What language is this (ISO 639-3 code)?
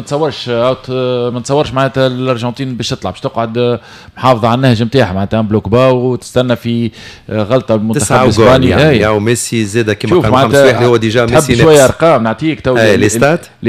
aeb